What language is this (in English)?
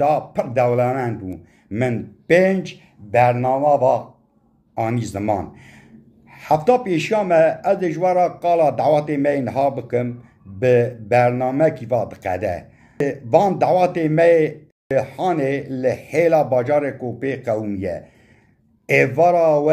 Kurdish